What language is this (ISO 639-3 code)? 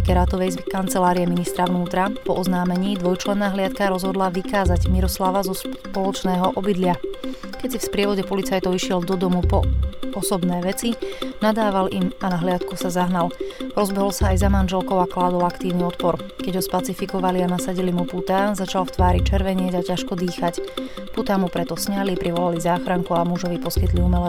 slk